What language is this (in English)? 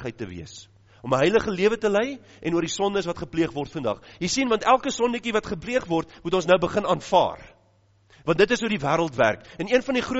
Afrikaans